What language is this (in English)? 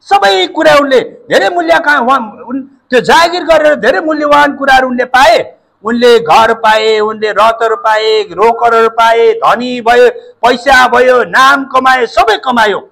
Nepali